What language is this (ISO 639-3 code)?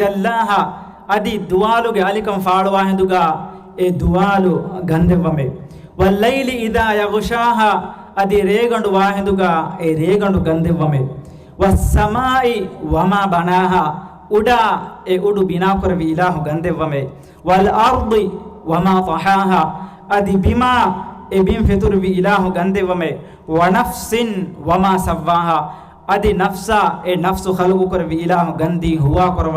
div